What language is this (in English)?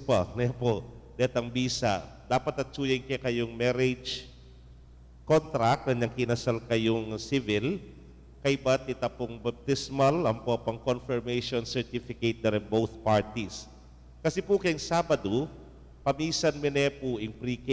Pampanga